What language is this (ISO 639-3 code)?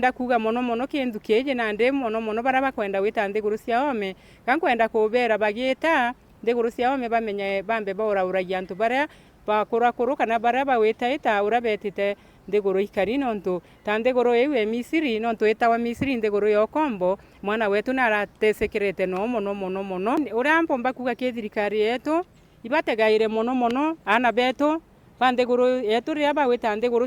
mer